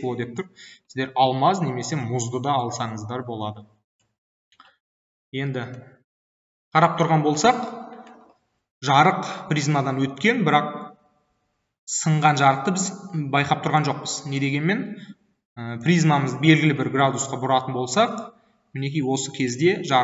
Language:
Kazakh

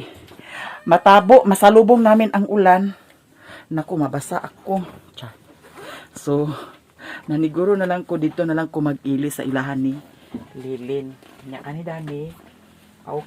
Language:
Cebuano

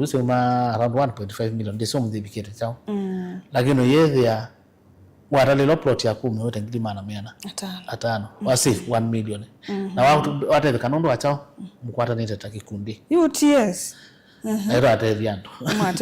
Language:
Kamba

